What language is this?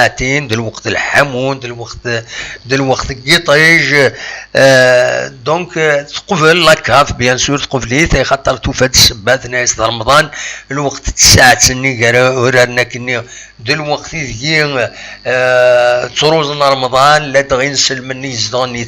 Kabyle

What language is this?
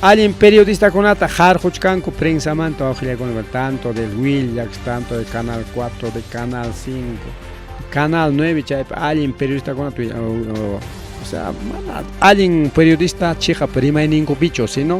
Ayacucho Quechua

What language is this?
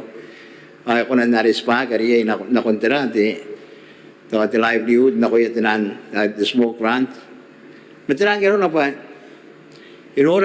Gilbertese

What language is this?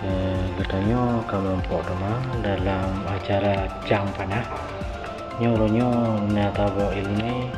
Achinese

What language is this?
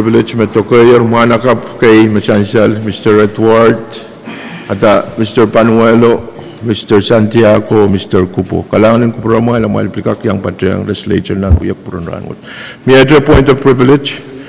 Pohnpeian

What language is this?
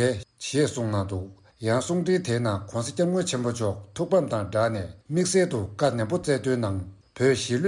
Tibetan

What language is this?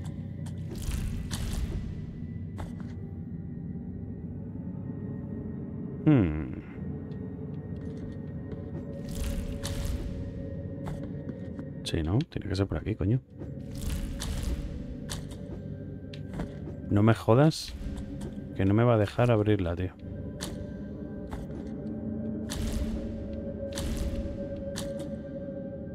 Spanish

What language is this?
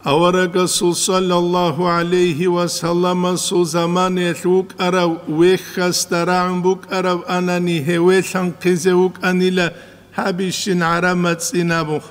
Avaric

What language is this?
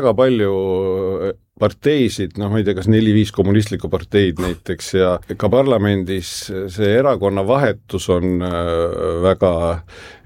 Estonian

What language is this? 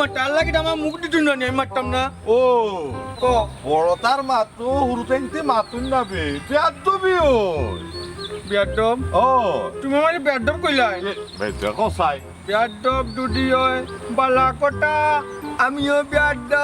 Sylheti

